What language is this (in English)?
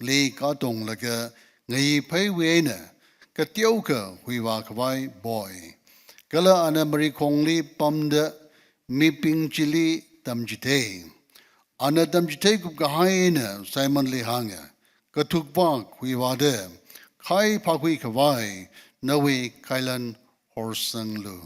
Tangkhul Naga (India)